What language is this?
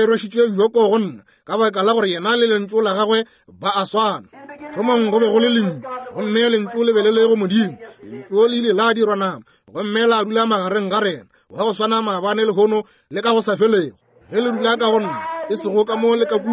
Northern Sotho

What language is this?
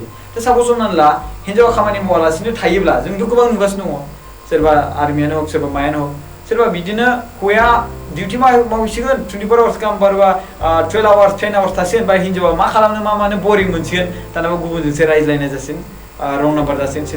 Bodo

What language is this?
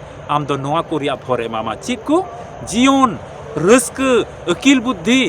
Santali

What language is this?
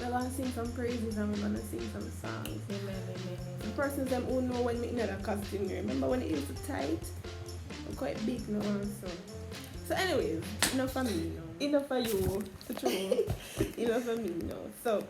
Jamaican Creole English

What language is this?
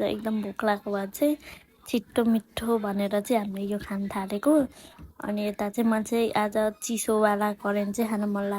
Nepali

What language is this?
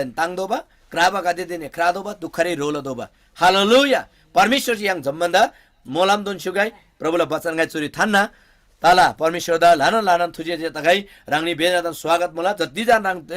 Eastern Tamang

